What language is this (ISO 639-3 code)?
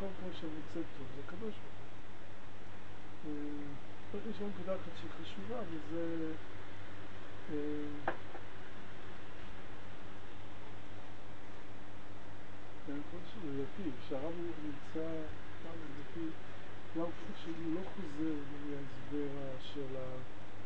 heb